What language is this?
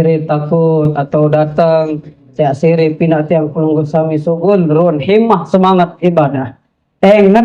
Sasak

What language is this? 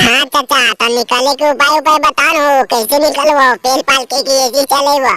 Magahi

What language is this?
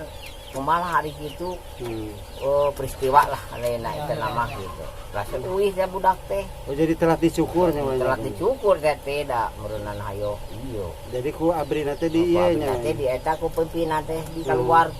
Sundanese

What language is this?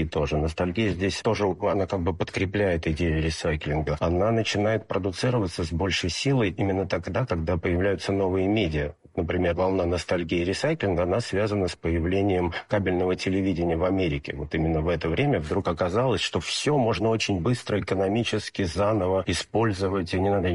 Russian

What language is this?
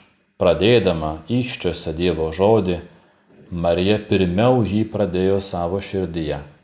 Lithuanian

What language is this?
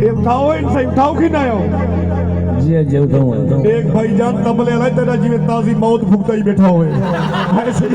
Saraiki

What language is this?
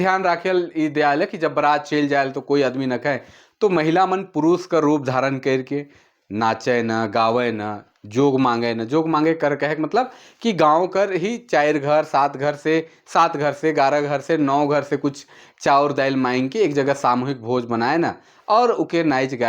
Sadri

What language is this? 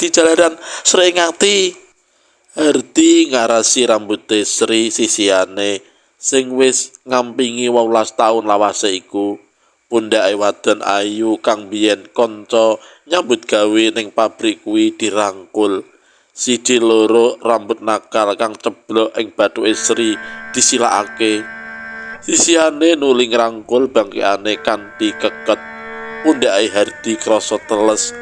Javanese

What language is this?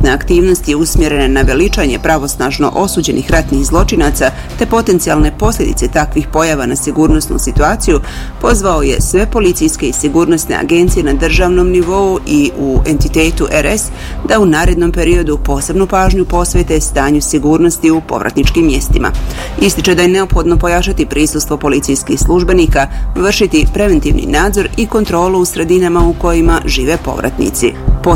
Bosnian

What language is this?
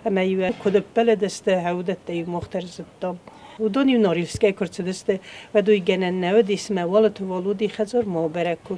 Ossetic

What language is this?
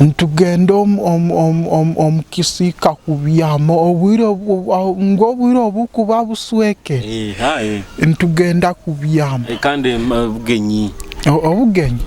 Nyoro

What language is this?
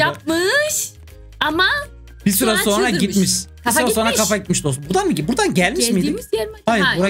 Turkish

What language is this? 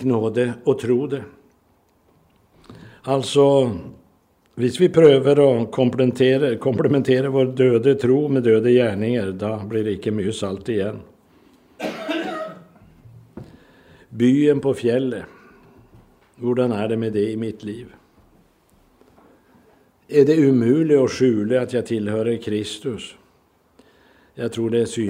Norwegian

